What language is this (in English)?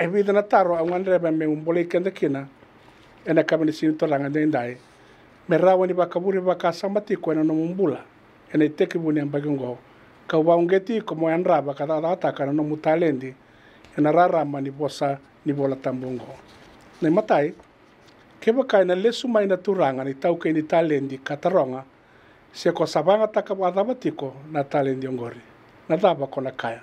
Fijian